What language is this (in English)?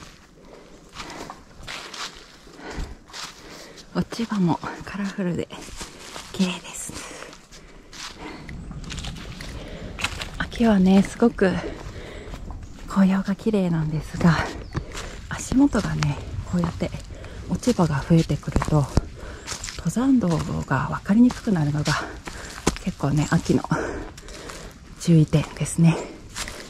Japanese